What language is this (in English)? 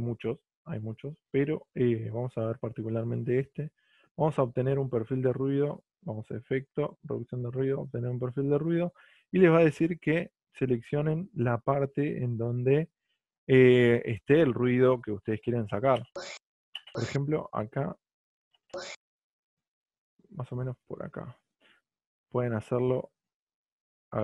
Spanish